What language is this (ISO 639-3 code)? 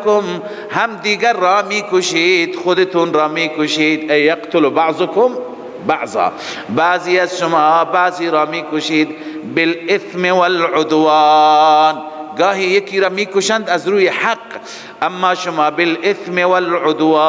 fas